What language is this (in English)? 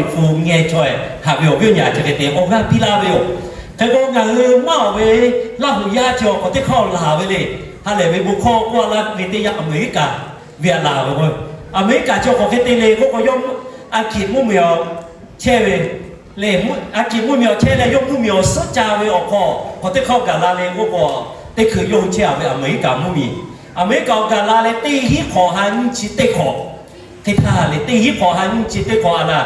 Lahu